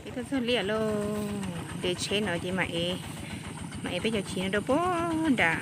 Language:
Hmong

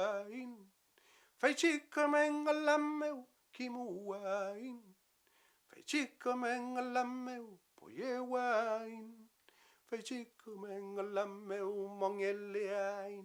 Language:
Mapuche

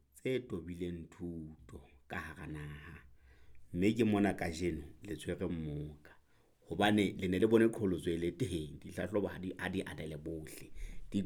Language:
Southern Sotho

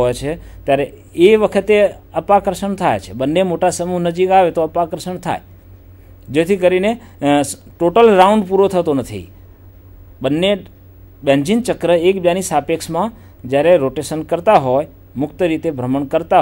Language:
Gujarati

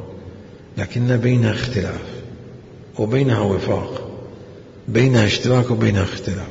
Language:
Mesopotamian Arabic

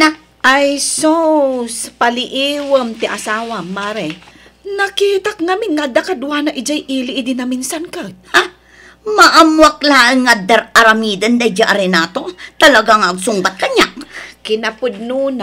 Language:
Iloko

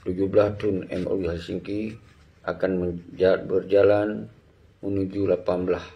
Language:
Achinese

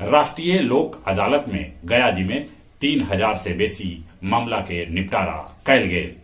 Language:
Magahi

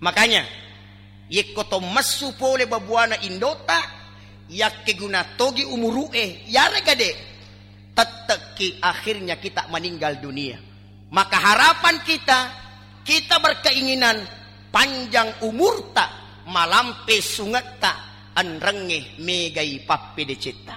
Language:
Buginese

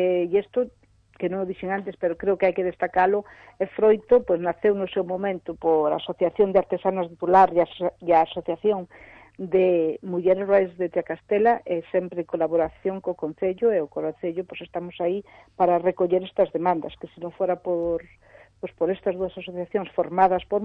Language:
Galician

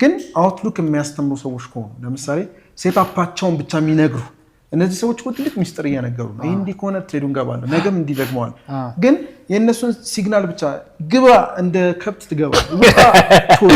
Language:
Amharic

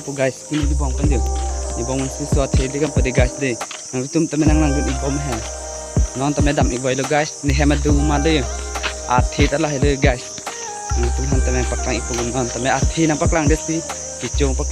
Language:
Karbi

